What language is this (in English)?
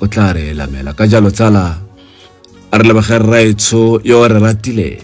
Tswana